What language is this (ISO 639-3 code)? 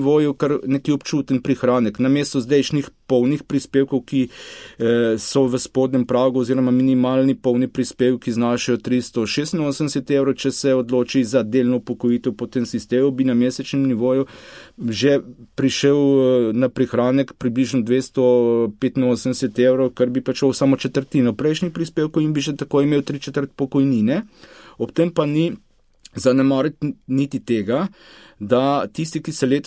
slv